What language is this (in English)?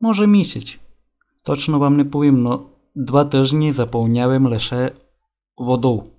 Rusyn